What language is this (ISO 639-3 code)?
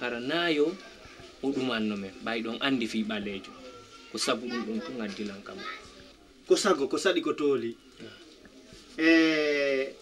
ful